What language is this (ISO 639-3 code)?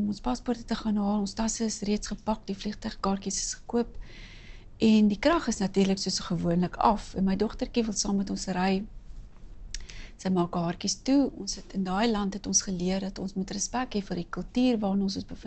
afr